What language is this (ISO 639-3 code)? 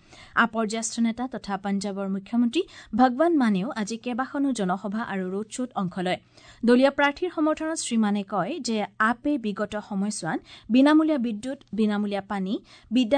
asm